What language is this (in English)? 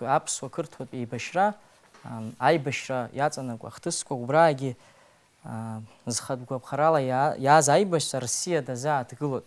Abkhazian